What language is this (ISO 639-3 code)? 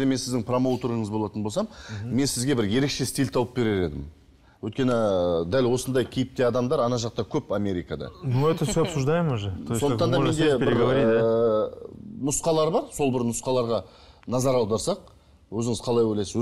kaz